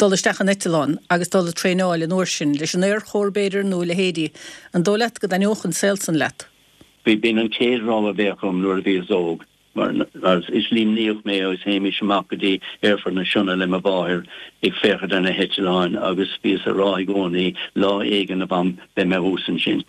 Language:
Irish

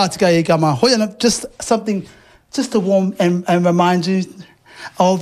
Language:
Māori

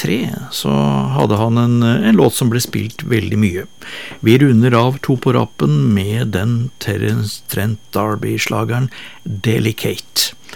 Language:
Norwegian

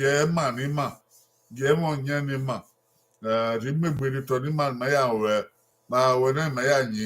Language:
Bini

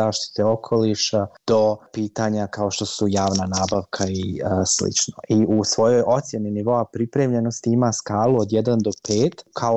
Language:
Bosnian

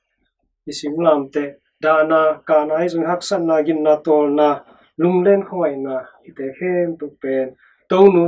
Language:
Tedim Chin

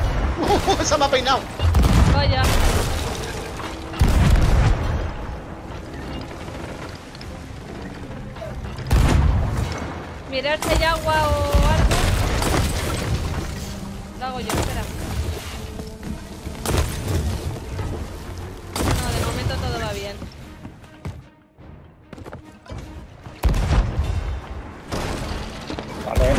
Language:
Spanish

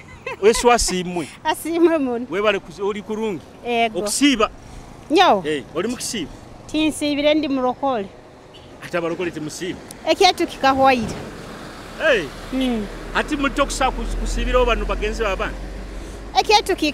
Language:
Nyoro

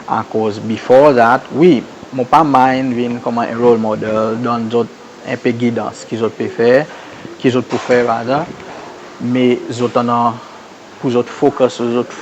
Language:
Seselwa Creole French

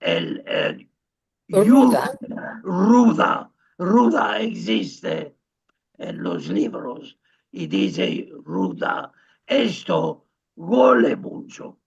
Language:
Ladino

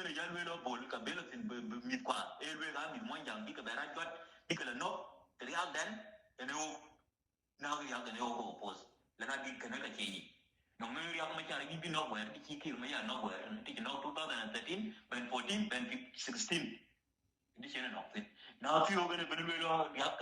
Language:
Nuer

